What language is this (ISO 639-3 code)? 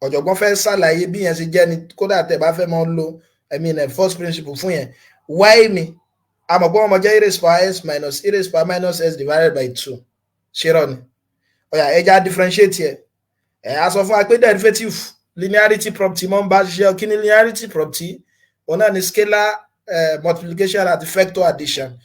yor